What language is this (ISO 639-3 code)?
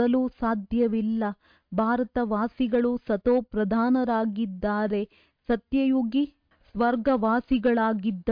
kan